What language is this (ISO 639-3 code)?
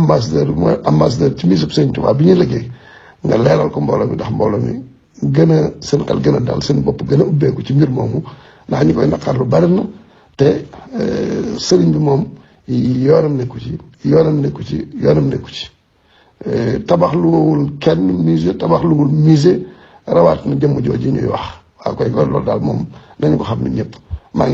wol